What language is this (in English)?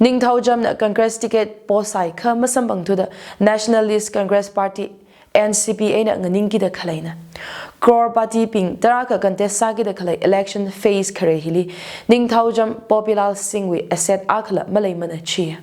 Tangkhul Naga (India)